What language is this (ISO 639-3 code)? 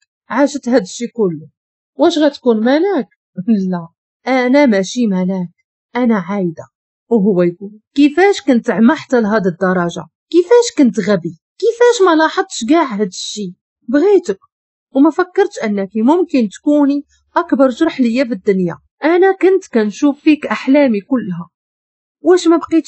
ary